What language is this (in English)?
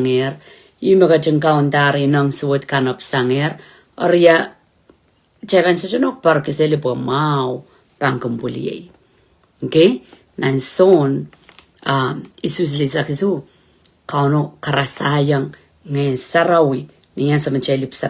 Pohnpeian